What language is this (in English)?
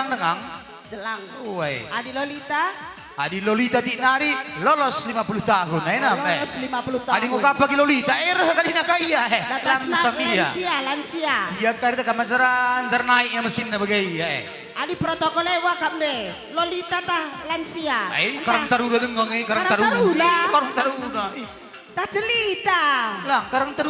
Batak Karo